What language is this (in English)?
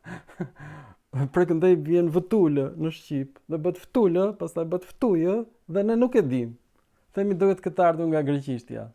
Albanian